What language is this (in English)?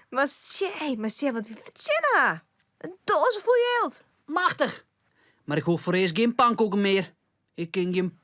Western Frisian